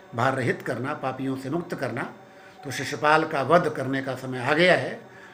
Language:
Hindi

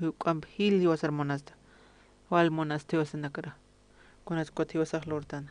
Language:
Aymara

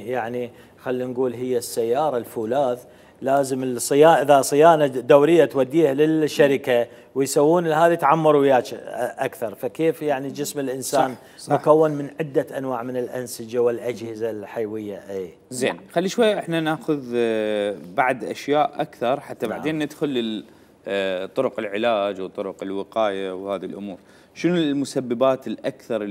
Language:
Mesopotamian Arabic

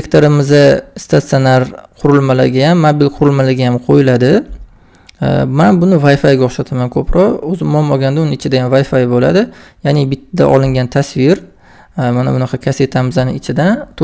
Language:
Uzbek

